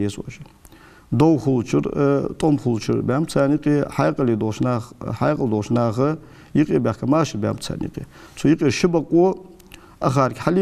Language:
Ingush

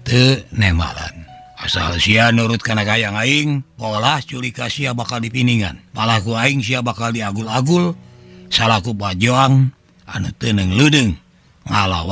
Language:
Sundanese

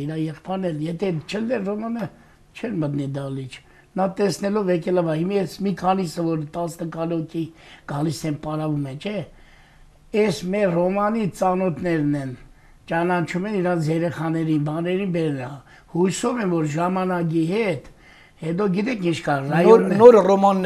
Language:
Armenian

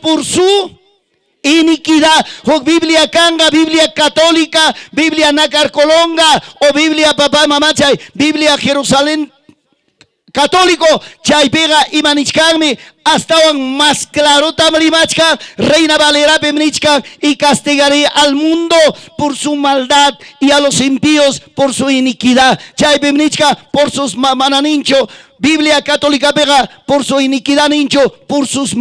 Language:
Ayacucho Quechua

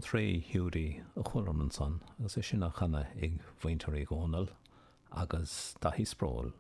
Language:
Irish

